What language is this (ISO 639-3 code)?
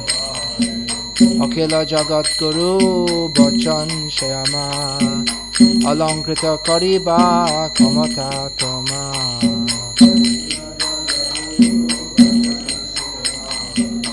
ben